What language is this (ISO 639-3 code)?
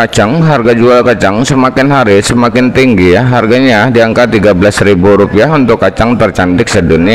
ind